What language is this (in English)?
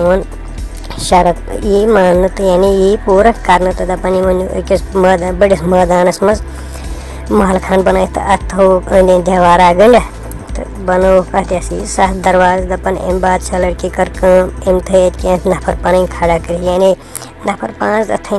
Kashmiri